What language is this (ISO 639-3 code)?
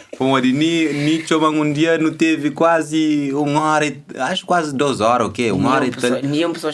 kea